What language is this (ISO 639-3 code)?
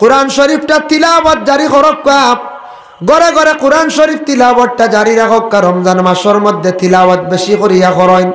syl